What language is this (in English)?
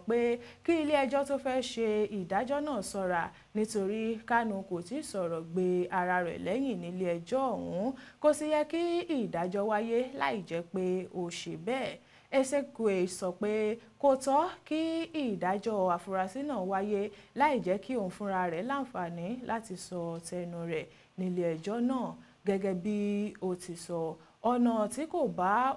Yoruba